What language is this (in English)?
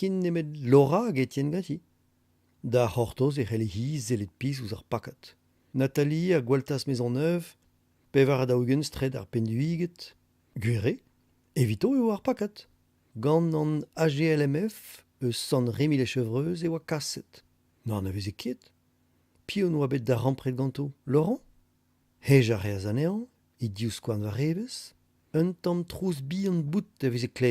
Breton